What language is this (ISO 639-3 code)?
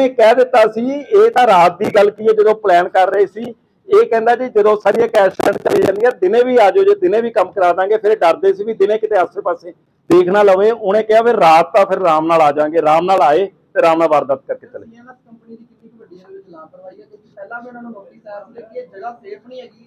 pan